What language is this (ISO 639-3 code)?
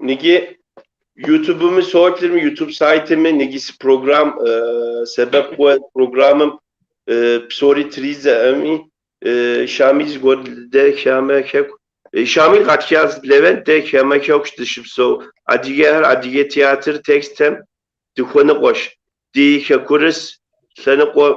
kbd